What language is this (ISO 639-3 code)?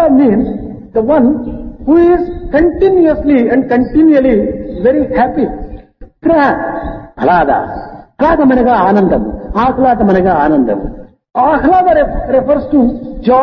tel